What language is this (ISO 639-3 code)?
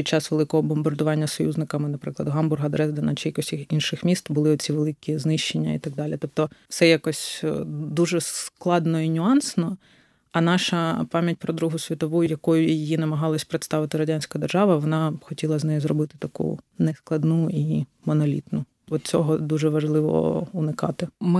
ukr